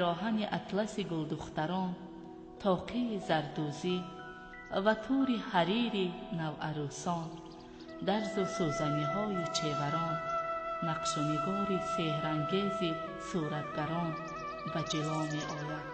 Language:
Tajik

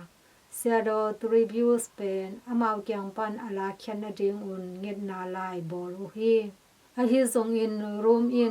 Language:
Tedim Chin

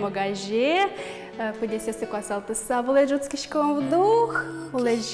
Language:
Udmurt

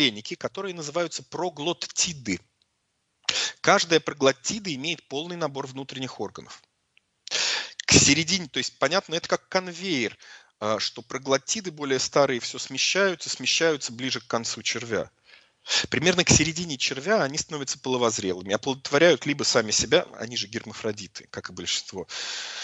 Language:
Russian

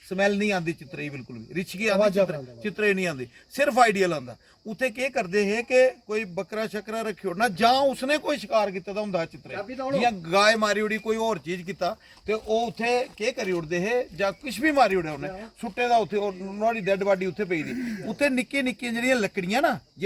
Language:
Dogri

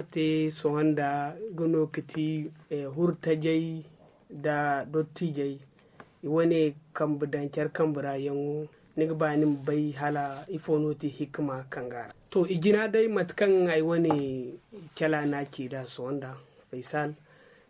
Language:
Zarma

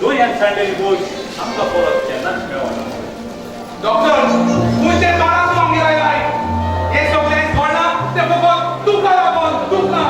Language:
Konkani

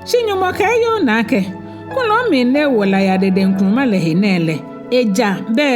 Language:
Ga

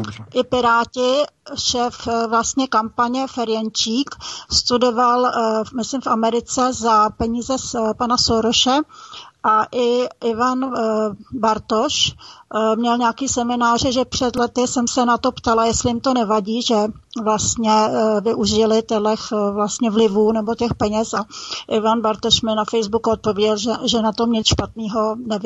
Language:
Czech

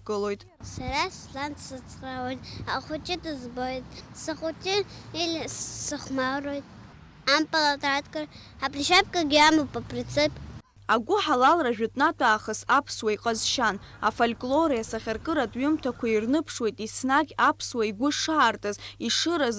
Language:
Abkhazian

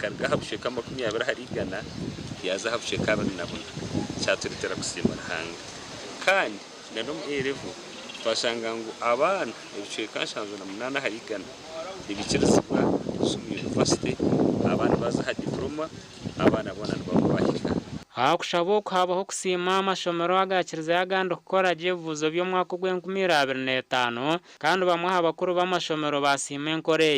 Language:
Nyankole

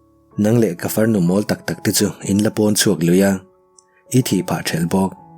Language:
Mizo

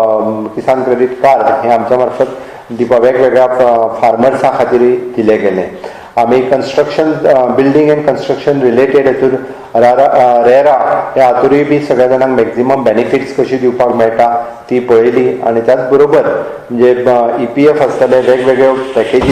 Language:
Konkani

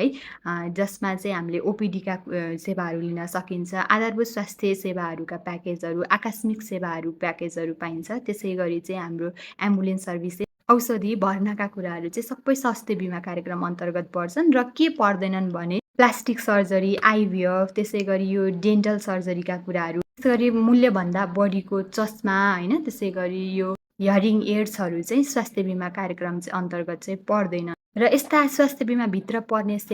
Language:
Nepali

